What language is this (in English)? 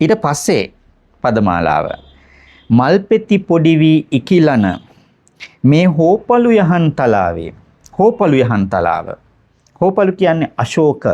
Sinhala